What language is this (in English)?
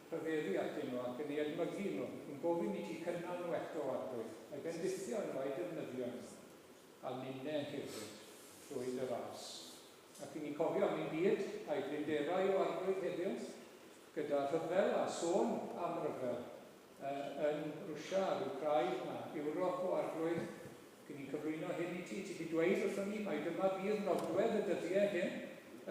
Welsh